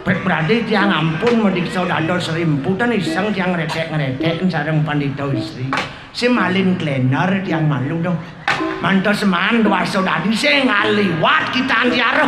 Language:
Balinese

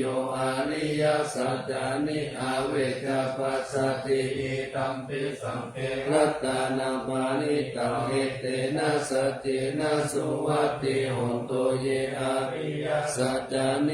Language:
Pali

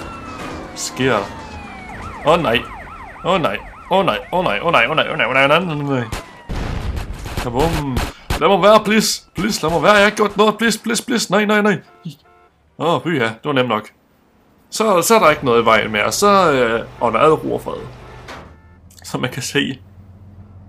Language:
Danish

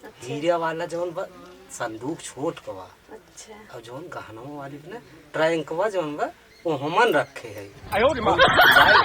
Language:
Awadhi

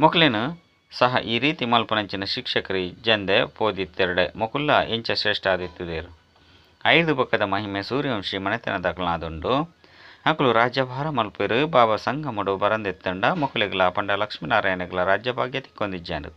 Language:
Tulu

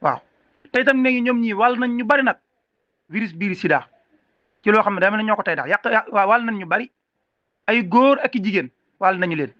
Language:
Wolof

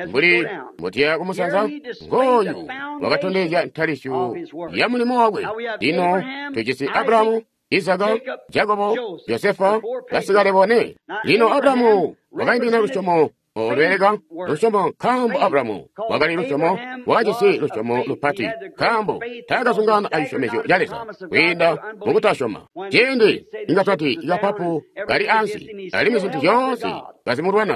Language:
Tonga (Zambia)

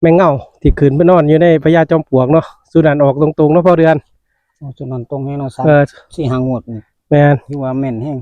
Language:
Northeastern Thai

